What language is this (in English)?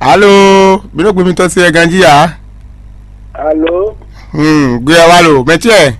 Fon